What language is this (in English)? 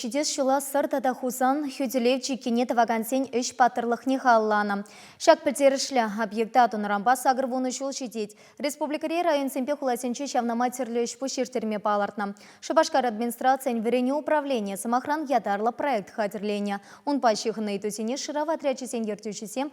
Chuvash